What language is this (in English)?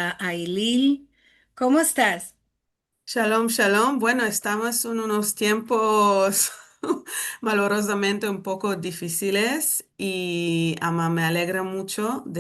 Ladino